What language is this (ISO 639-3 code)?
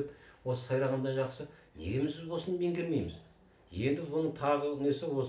kaz